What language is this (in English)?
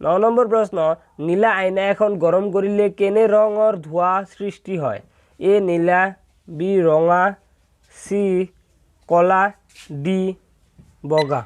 Assamese